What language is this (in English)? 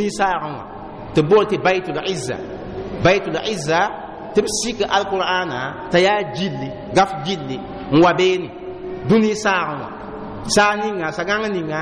Mossi